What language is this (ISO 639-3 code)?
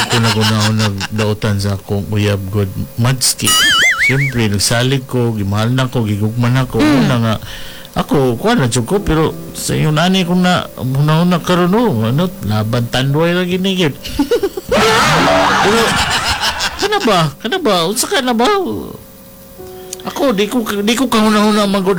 ceb